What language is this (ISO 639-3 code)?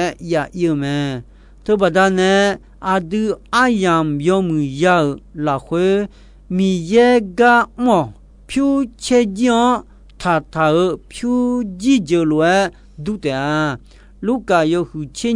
ahk